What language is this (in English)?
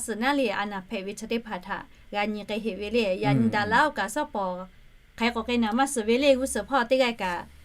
Lahu